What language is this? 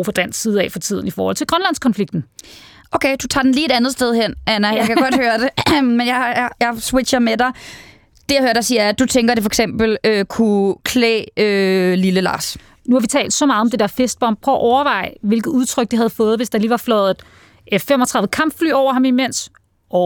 Danish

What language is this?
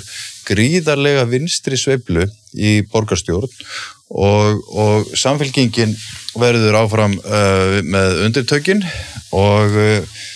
Icelandic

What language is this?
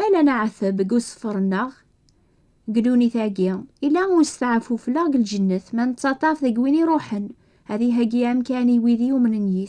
Kabyle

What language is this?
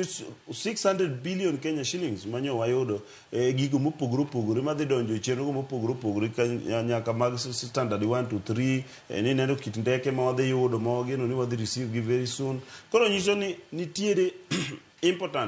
Luo (Kenya and Tanzania)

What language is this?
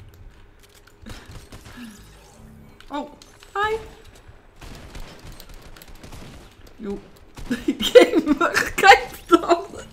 Dutch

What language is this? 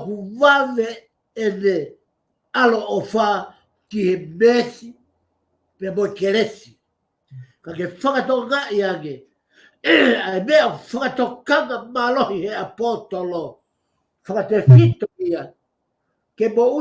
Tongan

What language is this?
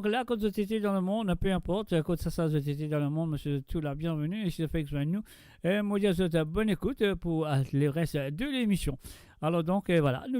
Morisyen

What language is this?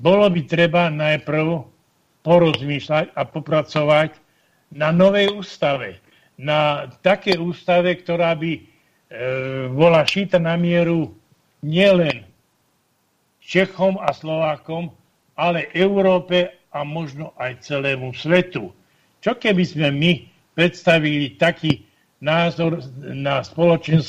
Slovak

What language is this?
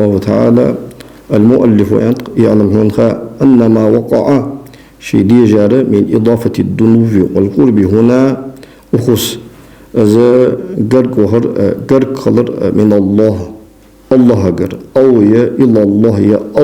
Ingush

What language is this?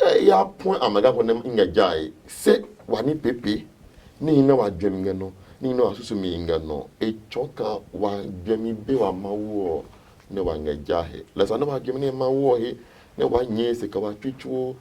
Adangme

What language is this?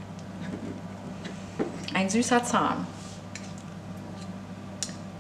German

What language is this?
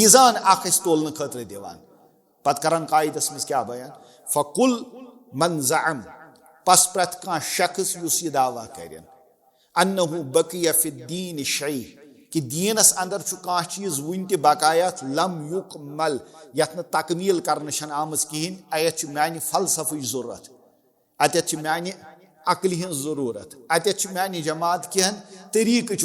Kashmiri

